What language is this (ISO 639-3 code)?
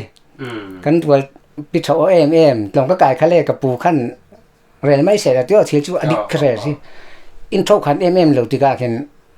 cfm